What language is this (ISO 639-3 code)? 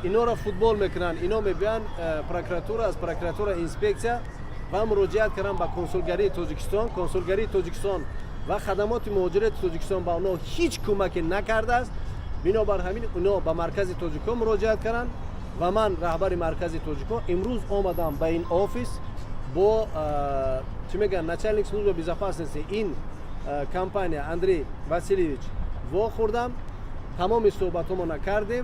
tgk